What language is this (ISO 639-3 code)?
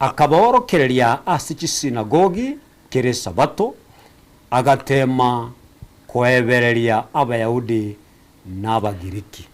guz